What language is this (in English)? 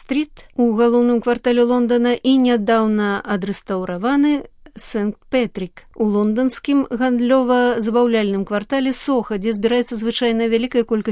Belarusian